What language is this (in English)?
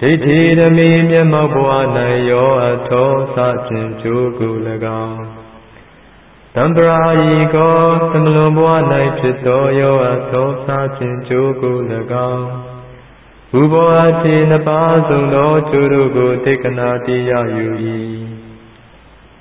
Burmese